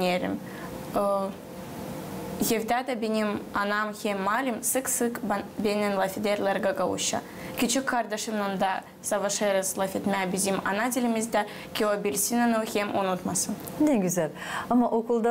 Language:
Gagauz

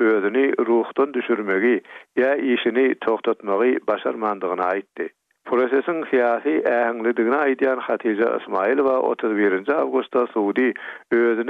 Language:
Turkmen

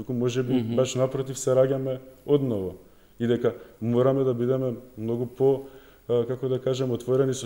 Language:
Macedonian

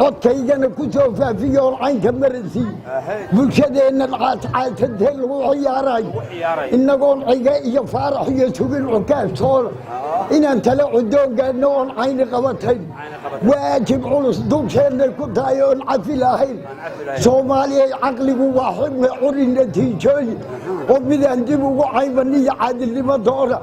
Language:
Somali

